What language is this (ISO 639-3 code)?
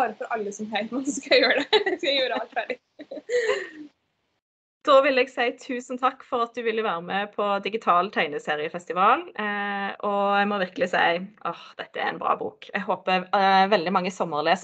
nor